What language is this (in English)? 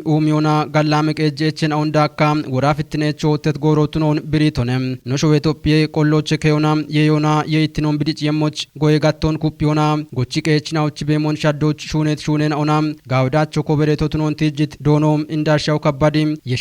Kafa